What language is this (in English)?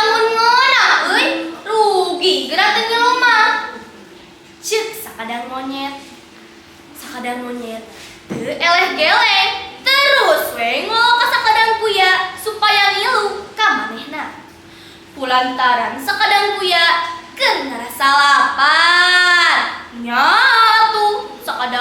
Sundanese